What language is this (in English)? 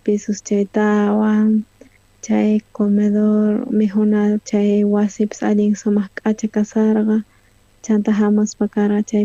South Bolivian Quechua